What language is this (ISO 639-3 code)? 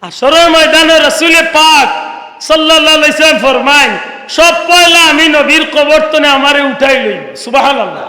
syl